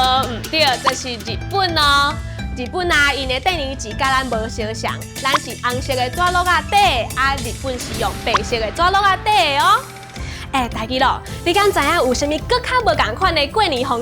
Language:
Min Nan Chinese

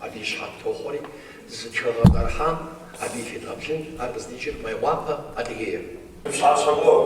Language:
Kabardian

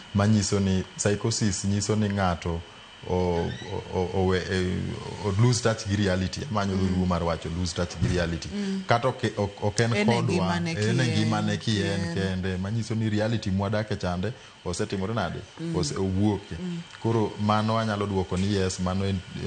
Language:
Luo (Kenya and Tanzania)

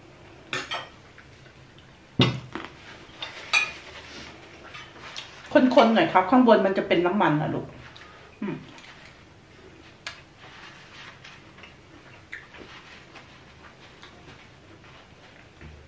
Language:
Thai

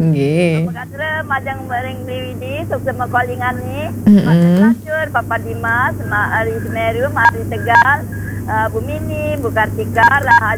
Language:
Balinese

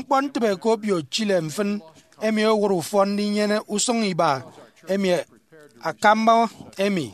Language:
Efik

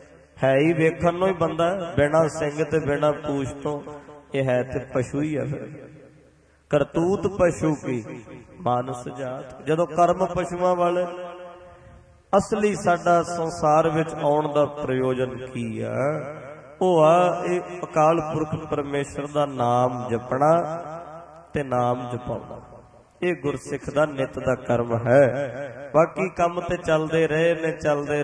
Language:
Punjabi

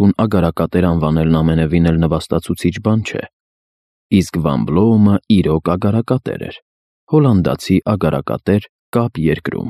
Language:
Armenian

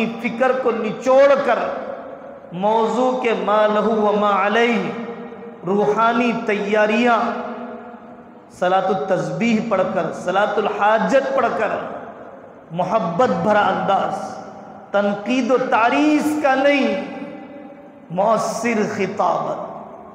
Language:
Urdu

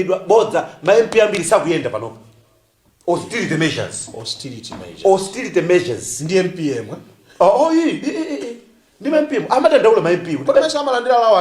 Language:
Nyanja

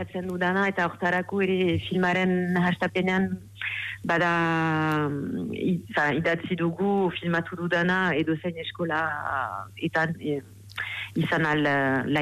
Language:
Basque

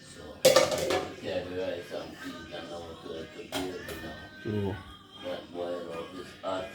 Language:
Jamaican Creole English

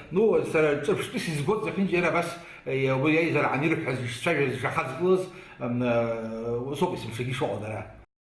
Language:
Abkhazian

